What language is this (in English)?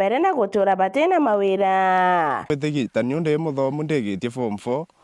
Meru